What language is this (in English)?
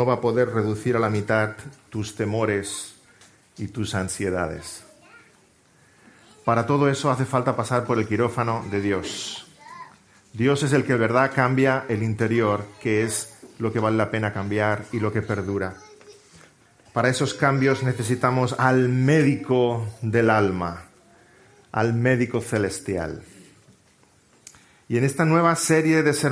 Spanish